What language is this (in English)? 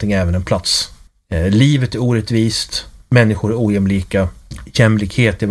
Swedish